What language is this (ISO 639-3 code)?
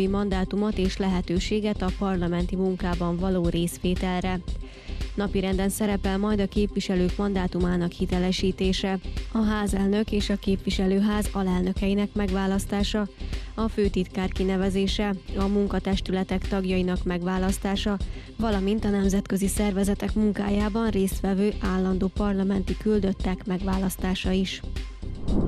hun